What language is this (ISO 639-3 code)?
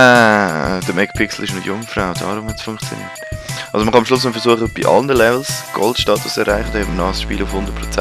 gsw